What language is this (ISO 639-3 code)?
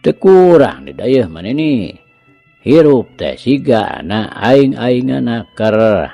sun